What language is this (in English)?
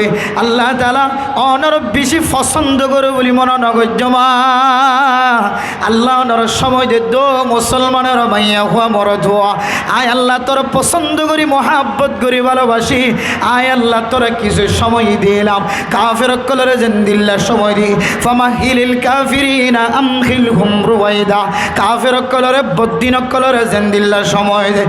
Rohingya